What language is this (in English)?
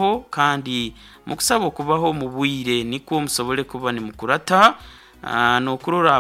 Nyoro